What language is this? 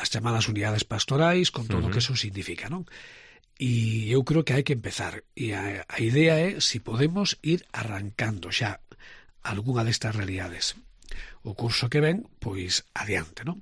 Galician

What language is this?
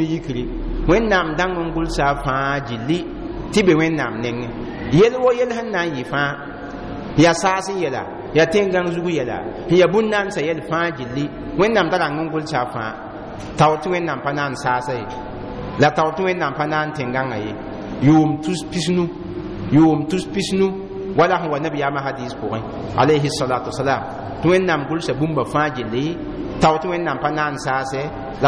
Mossi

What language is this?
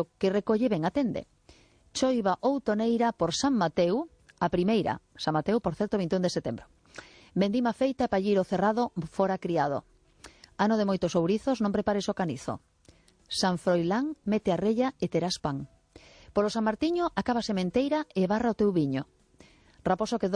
Galician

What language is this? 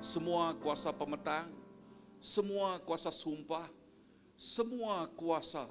Iban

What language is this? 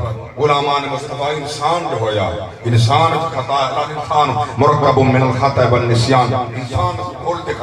Saraiki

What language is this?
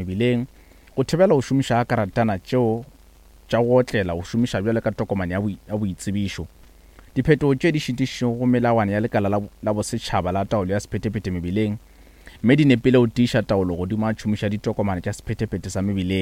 Northern Sotho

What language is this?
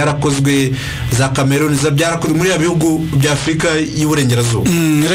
Kinyarwanda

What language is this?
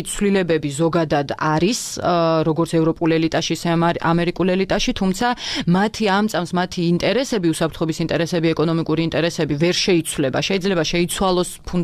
Georgian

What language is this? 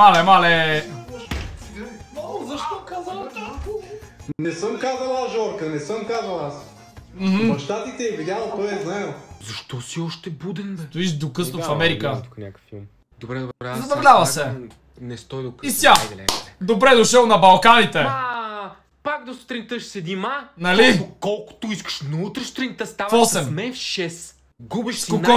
Bulgarian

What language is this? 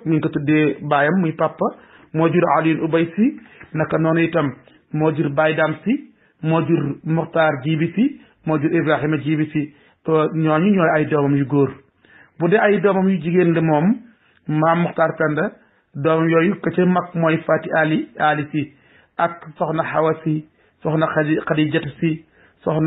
Wolof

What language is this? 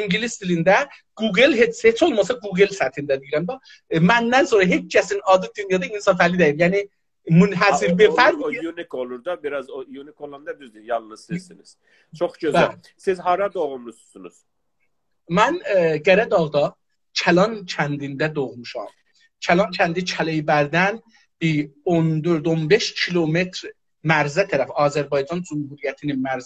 South Azerbaijani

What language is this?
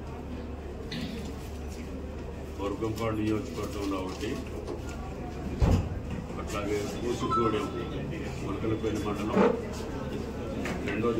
Telugu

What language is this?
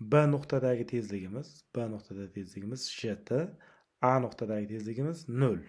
Uzbek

